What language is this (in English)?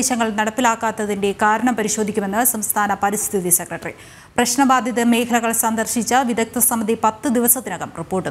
Malayalam